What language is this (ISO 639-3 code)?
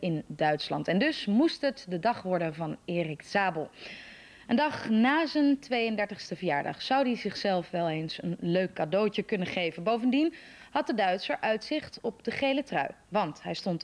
nld